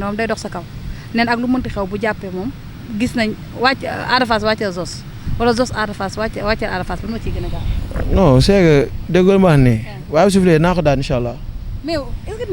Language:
Wolof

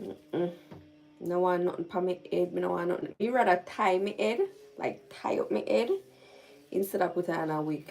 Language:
Jamaican Creole English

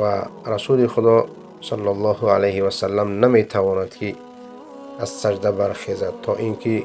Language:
Persian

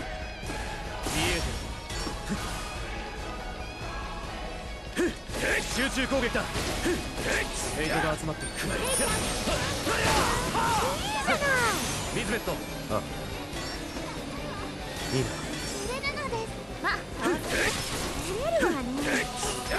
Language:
Japanese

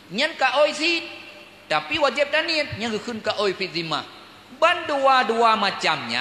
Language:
Achinese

